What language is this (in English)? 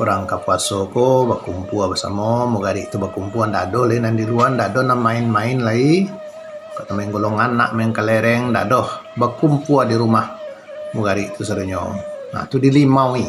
Minangkabau